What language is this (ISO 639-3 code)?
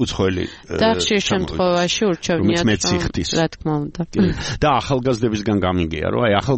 kat